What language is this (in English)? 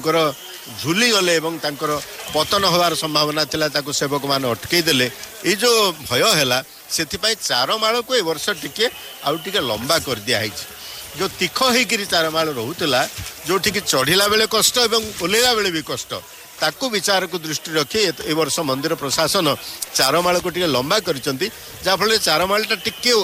Odia